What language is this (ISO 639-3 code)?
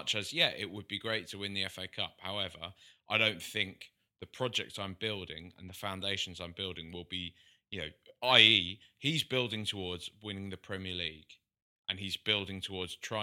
eng